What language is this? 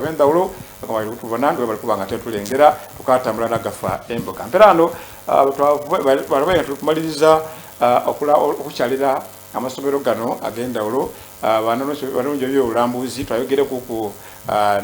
Soga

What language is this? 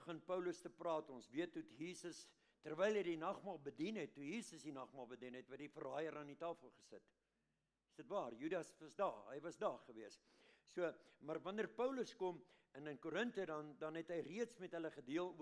Afrikaans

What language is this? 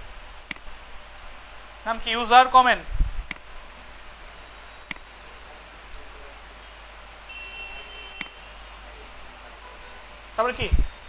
Bangla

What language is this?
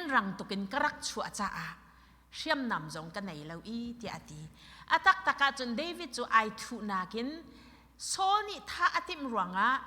Hakha Chin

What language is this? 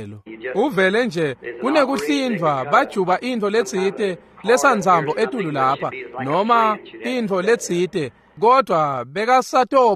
Swati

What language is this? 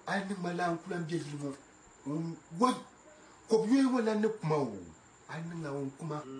Dagbani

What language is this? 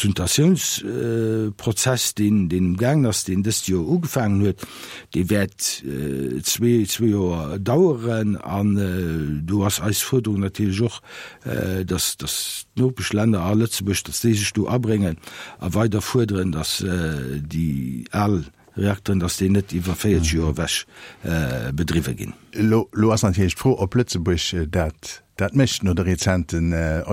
Luxembourgish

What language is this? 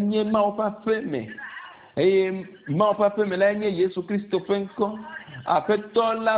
Ewe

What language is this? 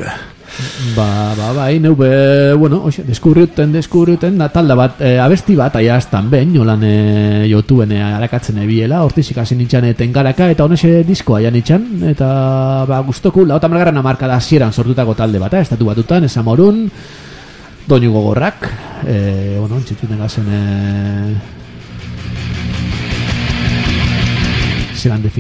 Basque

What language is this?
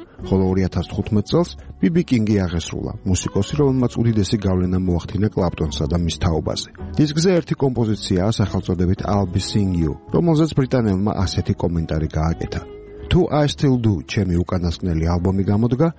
Georgian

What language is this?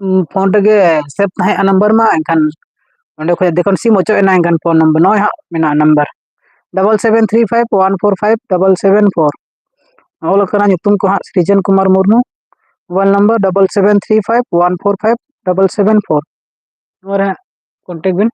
Santali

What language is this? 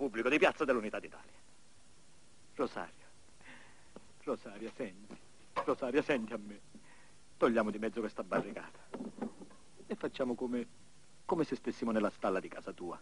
Italian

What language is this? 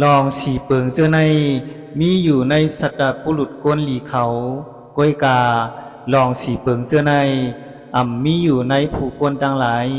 Shan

